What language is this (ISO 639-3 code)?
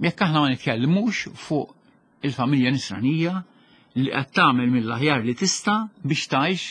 mlt